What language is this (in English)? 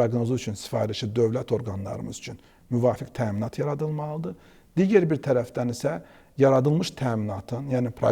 Azerbaijani